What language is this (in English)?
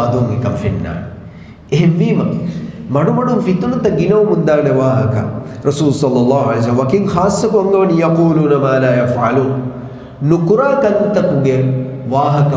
Divehi